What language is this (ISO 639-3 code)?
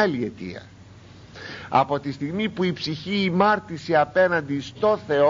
ell